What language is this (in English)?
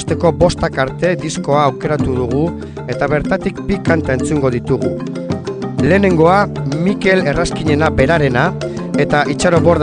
Basque